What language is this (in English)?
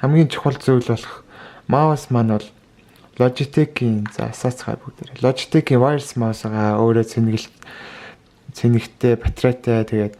Mongolian